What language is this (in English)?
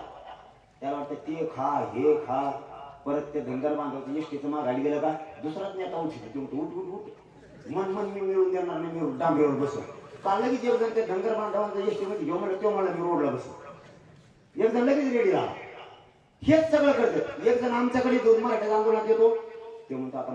Marathi